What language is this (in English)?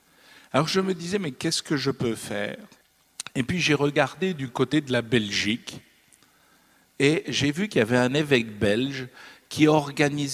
French